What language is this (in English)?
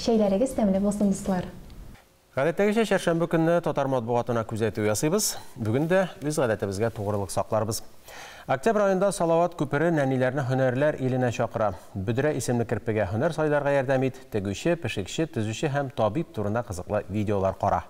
Tatar